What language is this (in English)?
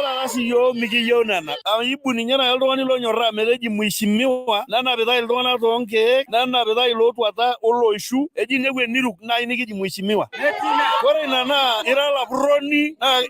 Masai